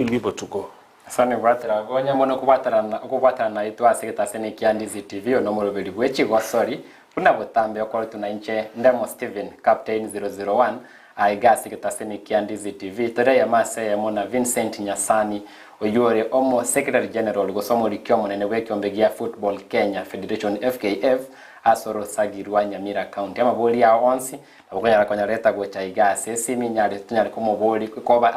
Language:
Gusii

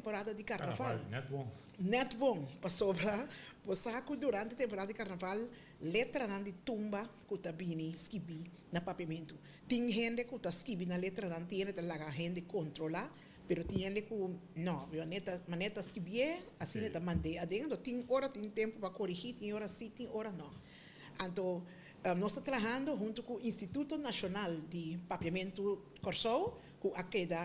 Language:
Papiamento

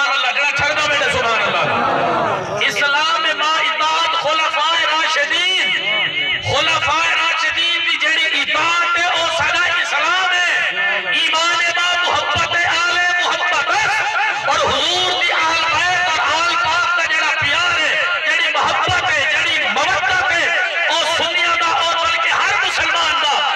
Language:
Saraiki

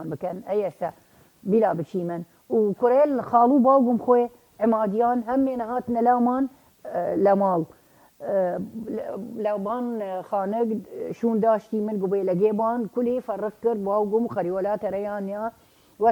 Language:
Southern Kurdish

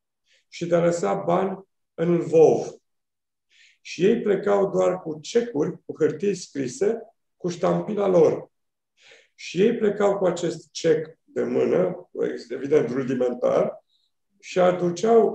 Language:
Romanian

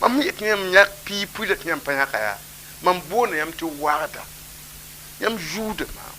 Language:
Mossi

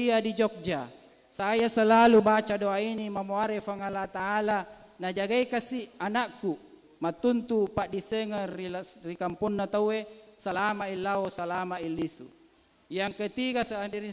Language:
Buginese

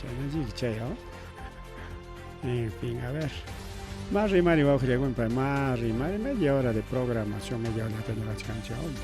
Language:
Ayacucho Quechua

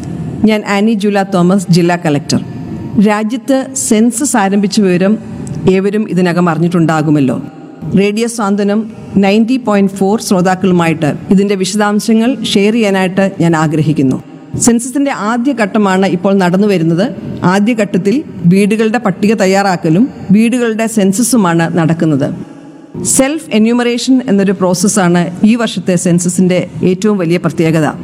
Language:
Malayalam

